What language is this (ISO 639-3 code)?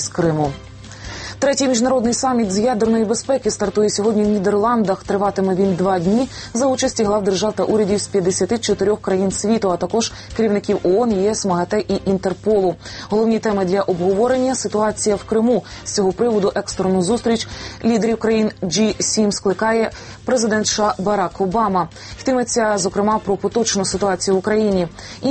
ukr